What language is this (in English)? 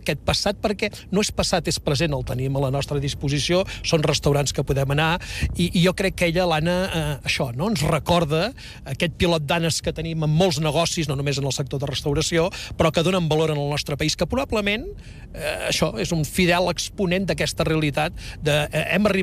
Catalan